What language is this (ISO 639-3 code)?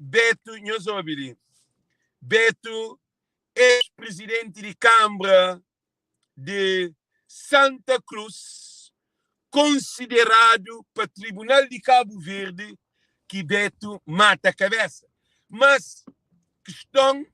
kea